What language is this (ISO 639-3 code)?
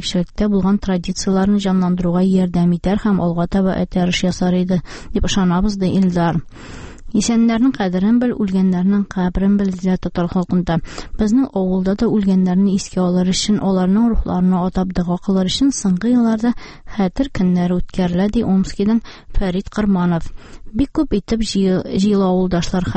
tat